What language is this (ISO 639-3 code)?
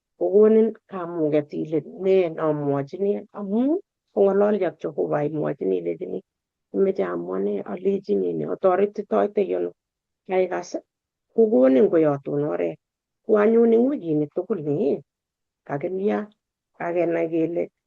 kln